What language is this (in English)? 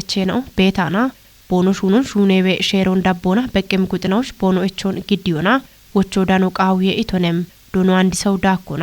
Kafa